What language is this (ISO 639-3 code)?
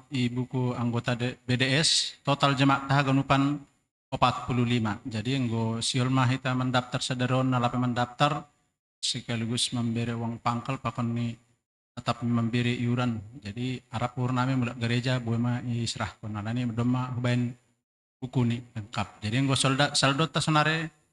bts